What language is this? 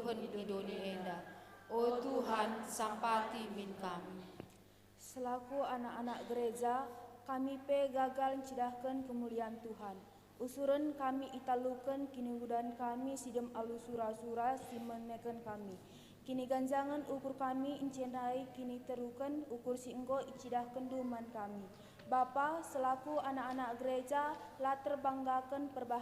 Batak Karo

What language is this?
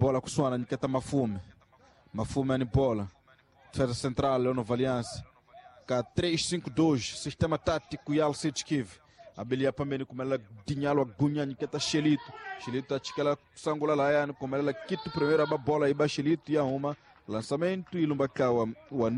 Tsonga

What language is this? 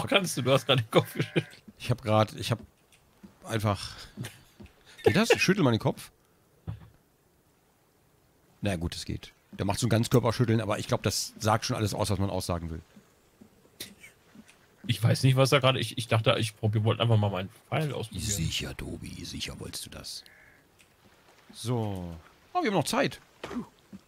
German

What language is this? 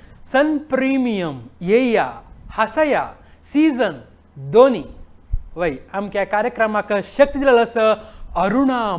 Konkani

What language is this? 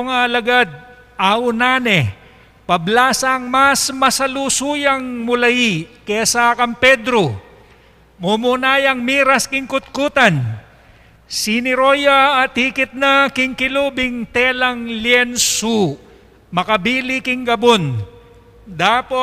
Pampanga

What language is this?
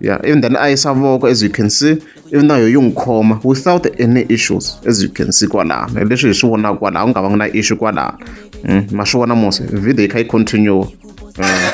Tsonga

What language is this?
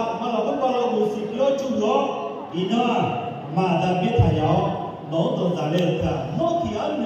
Akha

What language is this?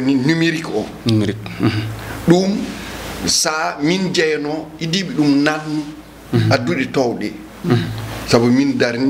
Fula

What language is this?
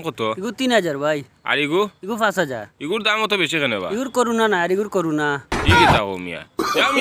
Sylheti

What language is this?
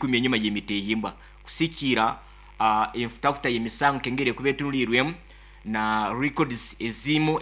Nyankole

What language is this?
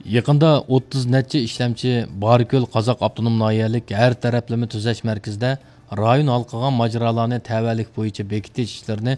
Uyghur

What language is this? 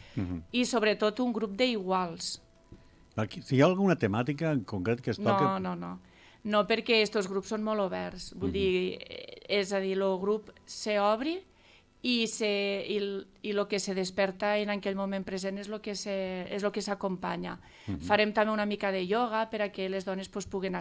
Catalan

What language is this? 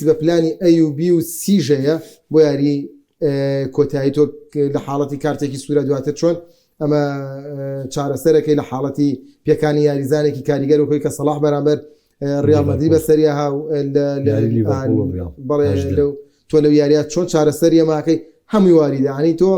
Central Kurdish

